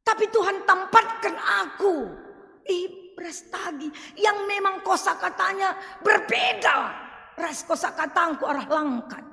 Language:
Batak Karo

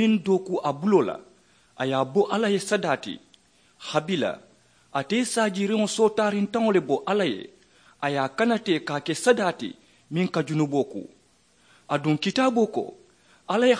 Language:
Mandingo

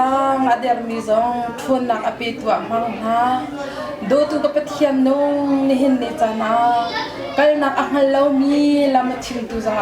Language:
Hakha Chin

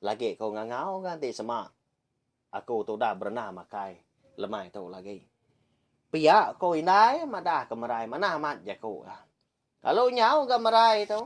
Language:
Iban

